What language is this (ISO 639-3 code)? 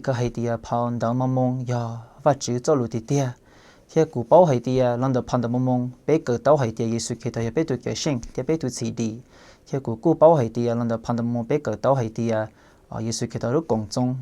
hmn